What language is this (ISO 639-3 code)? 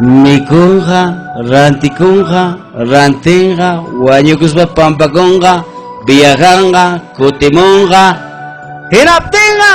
quy